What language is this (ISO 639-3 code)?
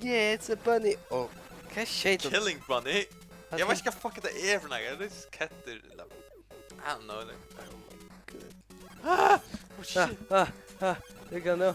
fao